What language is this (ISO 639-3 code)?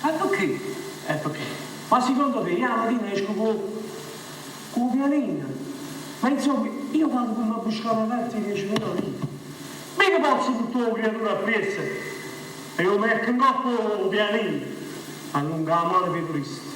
nap